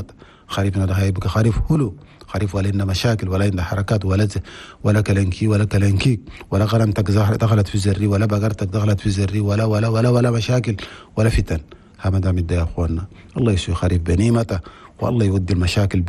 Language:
Chadian Arabic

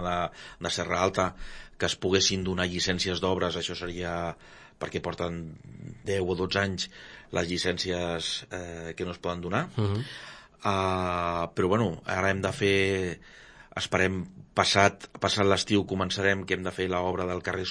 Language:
Catalan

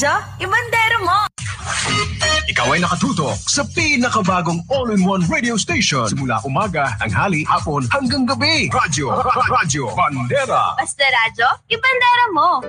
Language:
Filipino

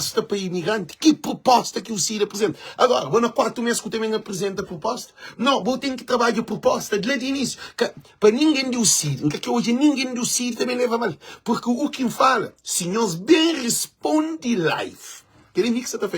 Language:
Kabuverdianu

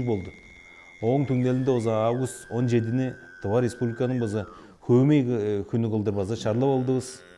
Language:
Tuvinian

